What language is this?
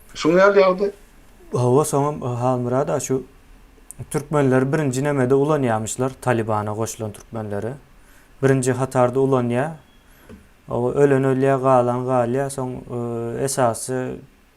Turkmen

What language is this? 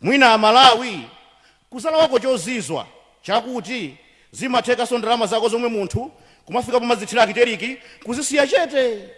Nyanja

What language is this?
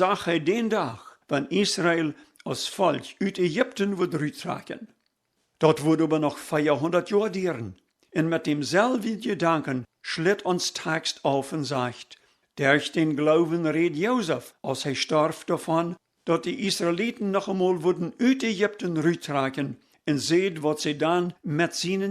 Plautdietsch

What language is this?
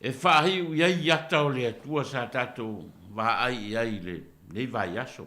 Samoan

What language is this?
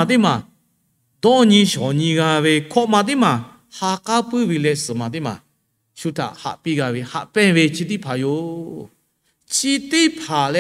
Lahu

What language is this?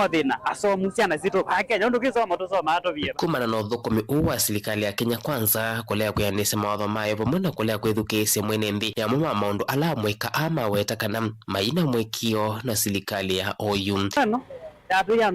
Kamba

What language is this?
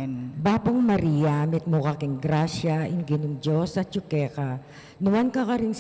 Pampanga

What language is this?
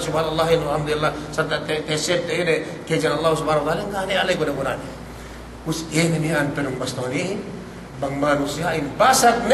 Yakan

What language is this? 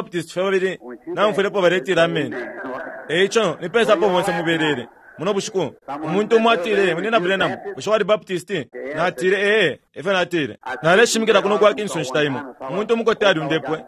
Bemba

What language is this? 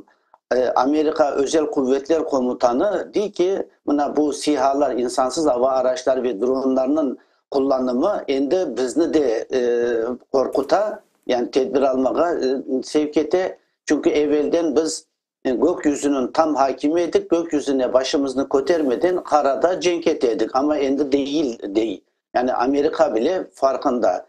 Crimean Tatar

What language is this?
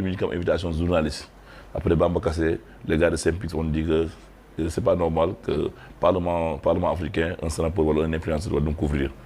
Fula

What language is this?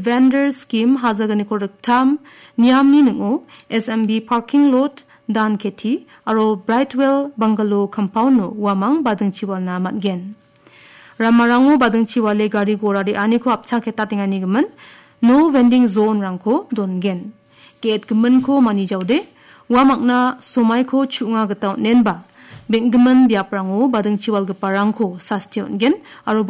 Garo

